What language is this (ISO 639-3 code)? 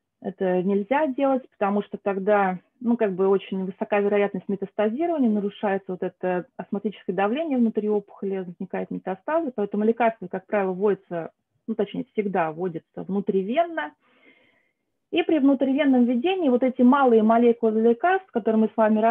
rus